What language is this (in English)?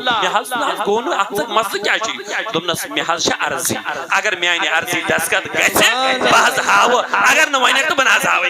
Kashmiri